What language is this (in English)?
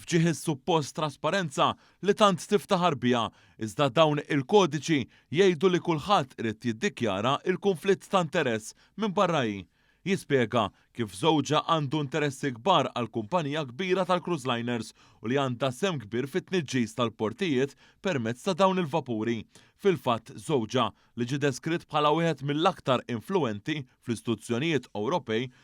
Maltese